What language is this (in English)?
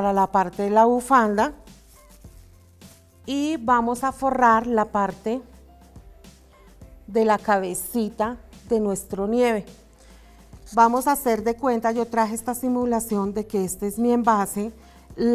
Spanish